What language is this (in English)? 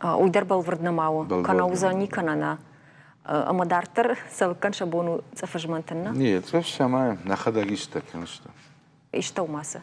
Ossetic